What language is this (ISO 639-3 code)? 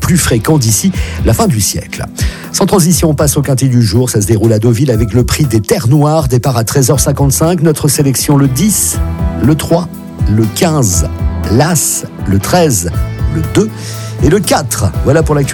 fra